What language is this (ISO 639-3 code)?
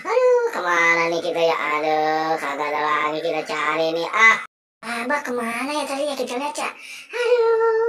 bew